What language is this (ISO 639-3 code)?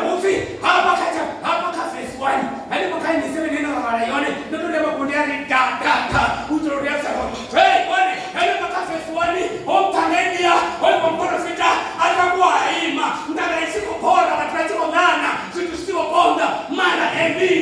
ven